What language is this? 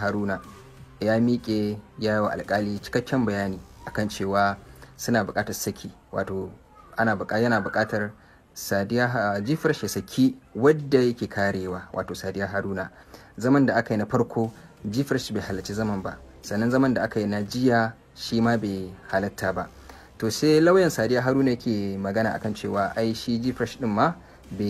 Hausa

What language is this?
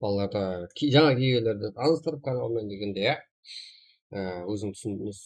Kara-Kalpak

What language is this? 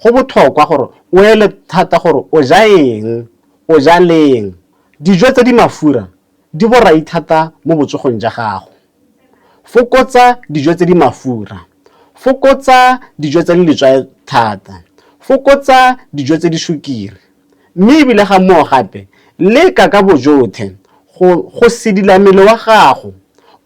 Tswana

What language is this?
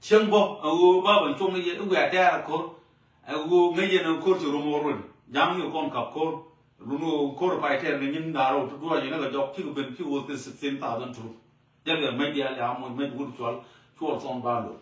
Nuer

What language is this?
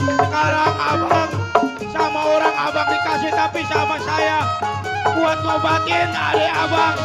Betawi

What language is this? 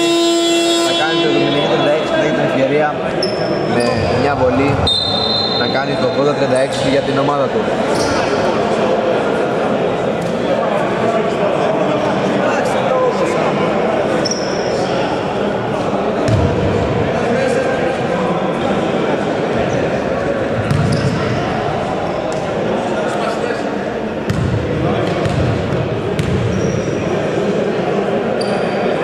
Greek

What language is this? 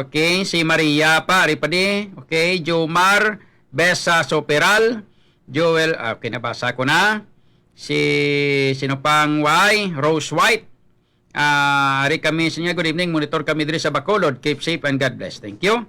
Hiligaynon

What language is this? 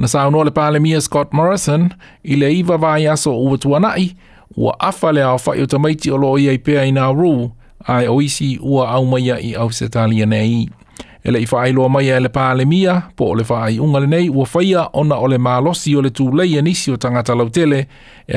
Samoan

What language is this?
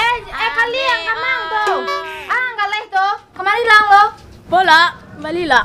Minangkabau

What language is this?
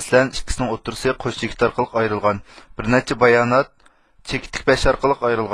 Uyghur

